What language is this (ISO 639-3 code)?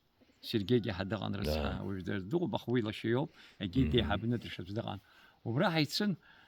abk